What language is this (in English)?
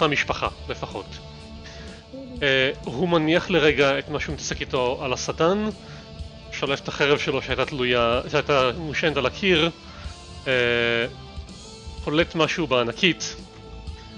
Hebrew